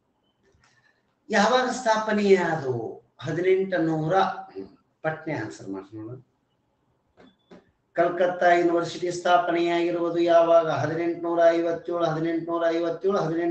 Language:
Kannada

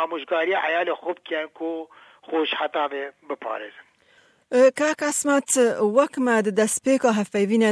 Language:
Kurdish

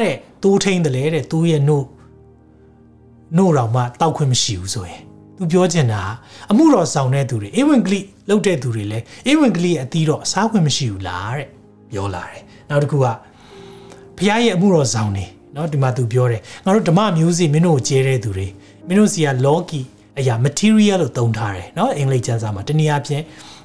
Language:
Burmese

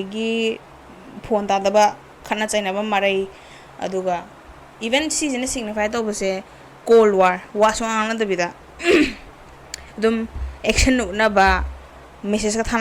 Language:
Manipuri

